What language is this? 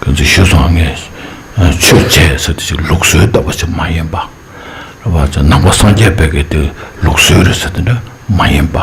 Tibetan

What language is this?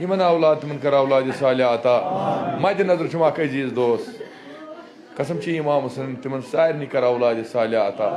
Kashmiri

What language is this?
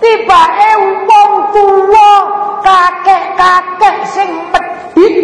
Javanese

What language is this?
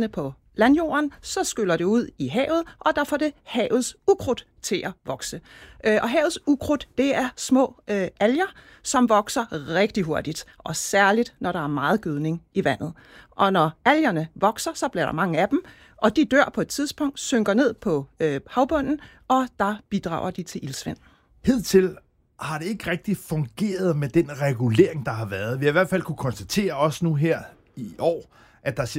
Danish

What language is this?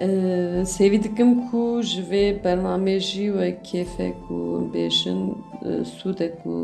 Kurdish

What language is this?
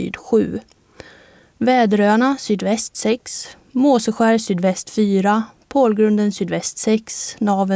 Swedish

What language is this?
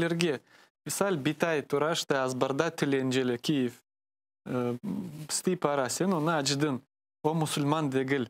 Crimean Tatar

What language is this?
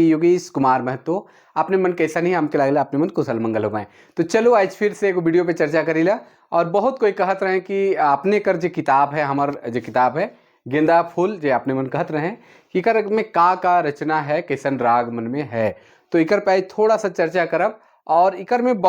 Sadri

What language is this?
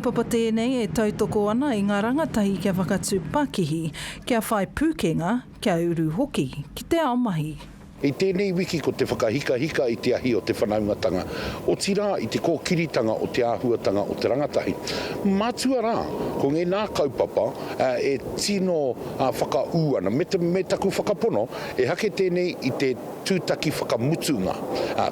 Māori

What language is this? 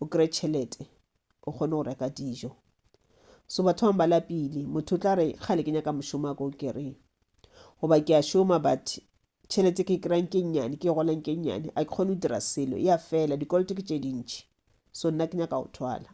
Northern Sotho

